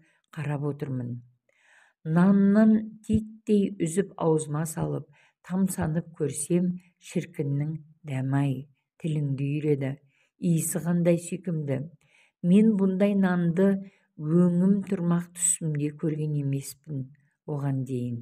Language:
Kazakh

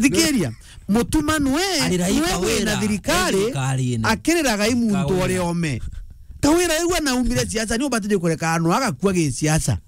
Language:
Meru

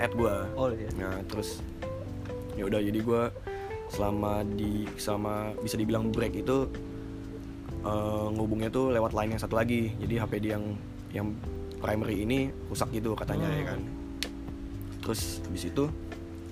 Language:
Indonesian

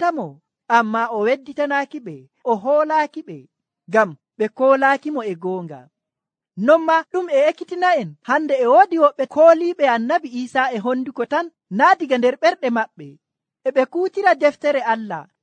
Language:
Nigerian Fulfulde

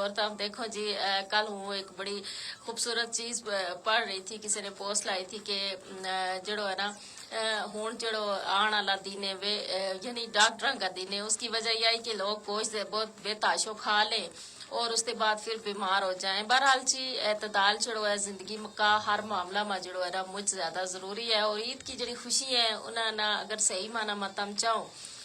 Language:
Gujari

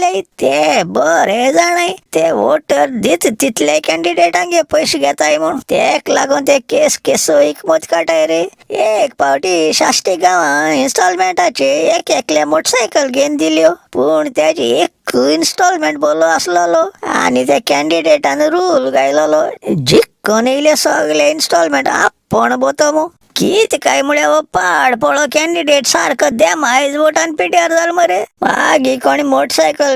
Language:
Konkani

